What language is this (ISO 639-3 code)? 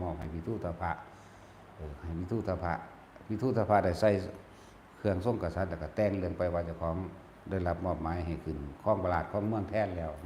tts